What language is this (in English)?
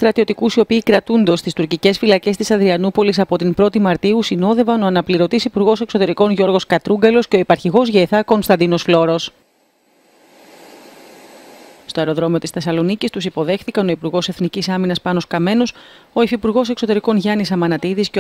Greek